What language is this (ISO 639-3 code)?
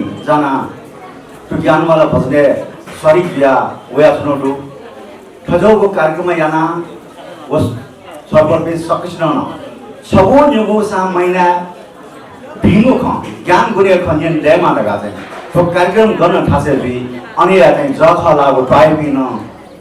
new